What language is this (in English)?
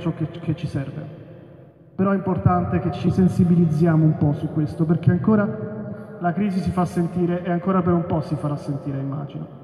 Italian